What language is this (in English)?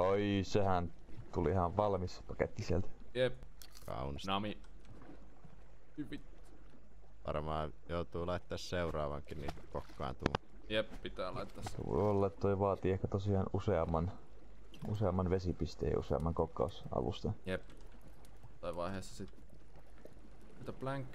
Finnish